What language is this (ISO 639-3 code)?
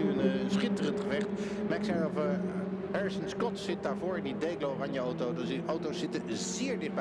nld